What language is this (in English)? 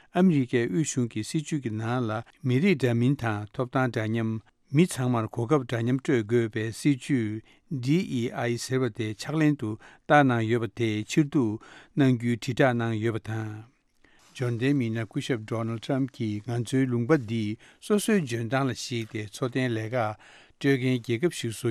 Tibetan